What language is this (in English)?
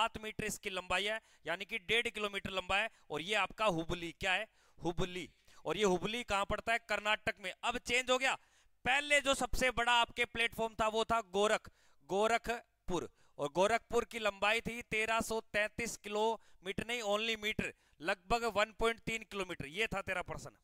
Hindi